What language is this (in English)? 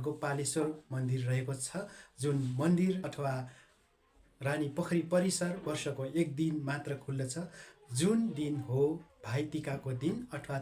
Nepali